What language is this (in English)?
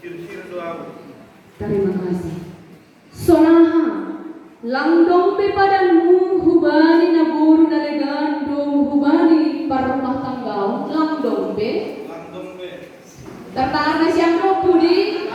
Batak Simalungun